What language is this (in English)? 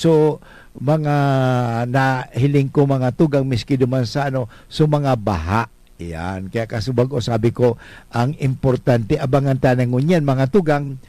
Bikol